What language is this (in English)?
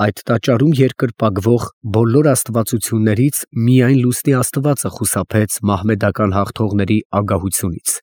Armenian